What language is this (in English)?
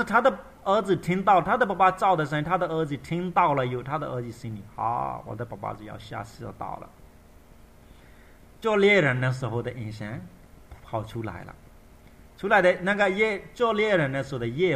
Chinese